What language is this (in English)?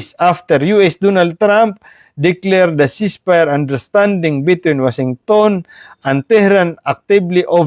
Maranao